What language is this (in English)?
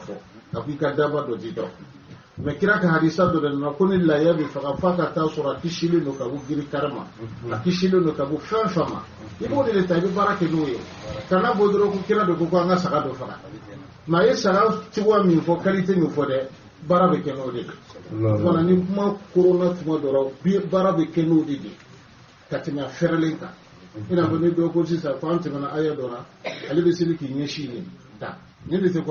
Bambara